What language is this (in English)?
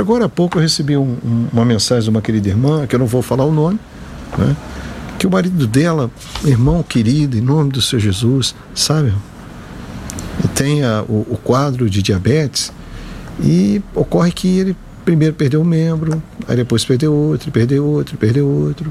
Portuguese